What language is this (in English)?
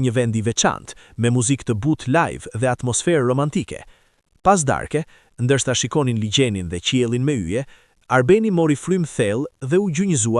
Albanian